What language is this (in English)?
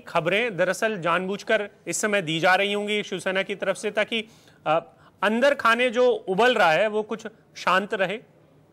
Hindi